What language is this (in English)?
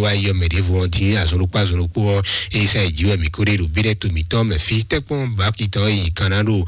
Fon